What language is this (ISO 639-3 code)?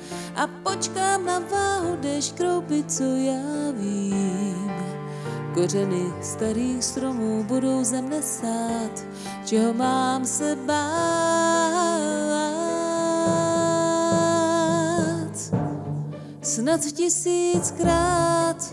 ces